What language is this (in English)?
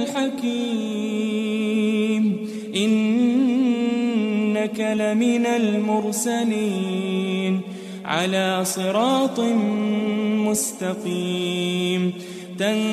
Arabic